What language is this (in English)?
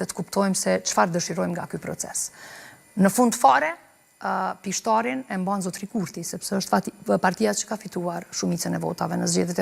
Albanian